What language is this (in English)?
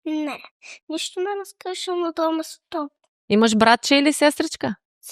Macedonian